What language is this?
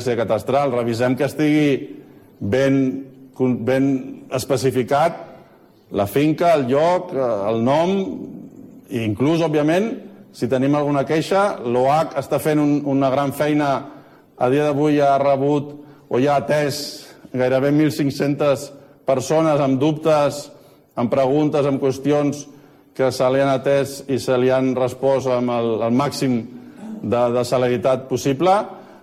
Catalan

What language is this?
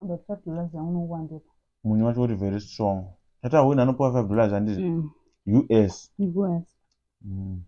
Shona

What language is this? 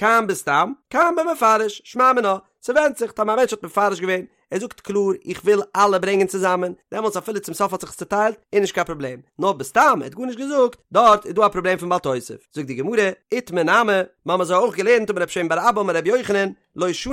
Yiddish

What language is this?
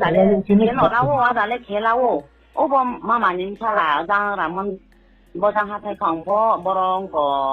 Riang (India)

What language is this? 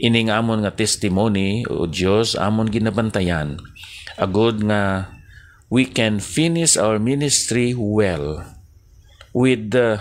Hiligaynon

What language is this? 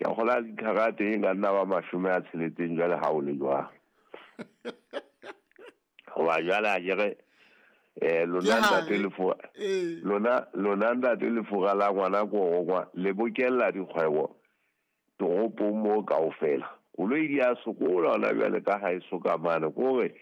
Southern Sotho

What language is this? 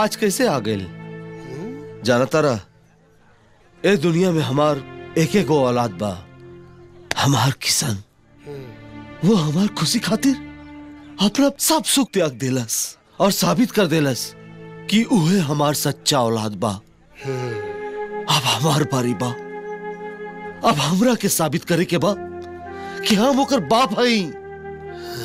Bhojpuri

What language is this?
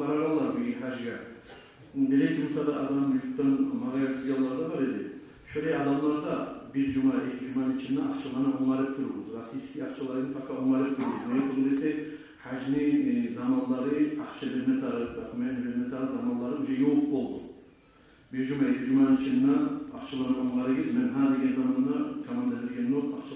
Kumyk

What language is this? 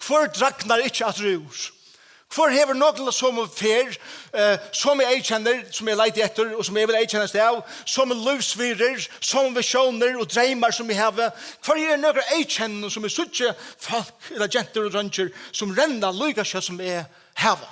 Faroese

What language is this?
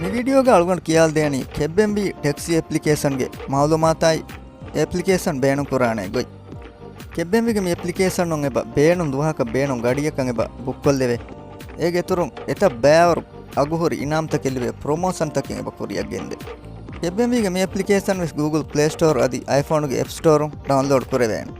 Divehi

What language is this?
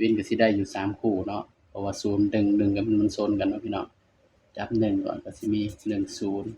Northeastern Thai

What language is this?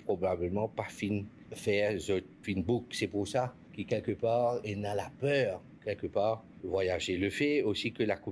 Morisyen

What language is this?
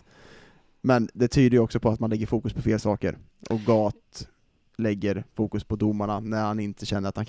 Swedish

